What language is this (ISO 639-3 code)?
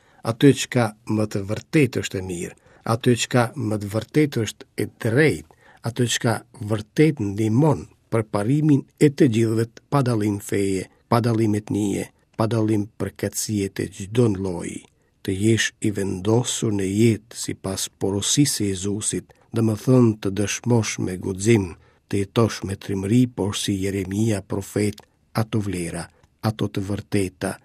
sqi